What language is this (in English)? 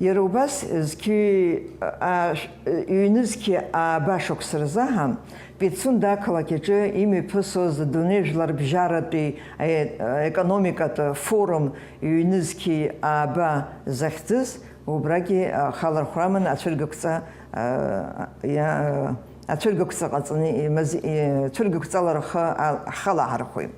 Abkhazian